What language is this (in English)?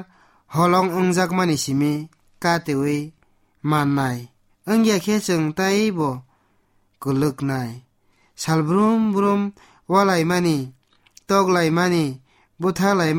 Kok Borok